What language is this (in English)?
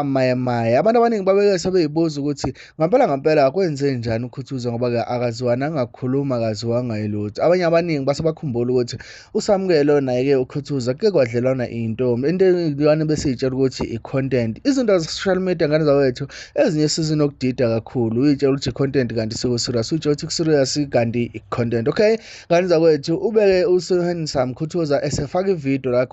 Zulu